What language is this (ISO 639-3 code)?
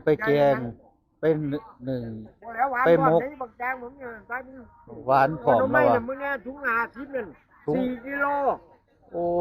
tts